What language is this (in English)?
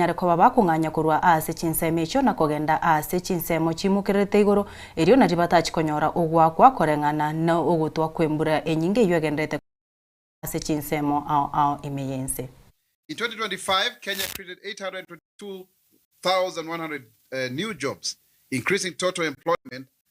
Gusii